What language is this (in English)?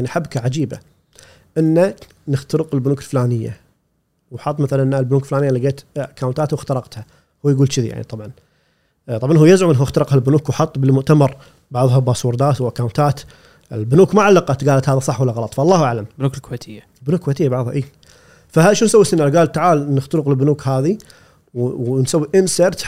Gulf Arabic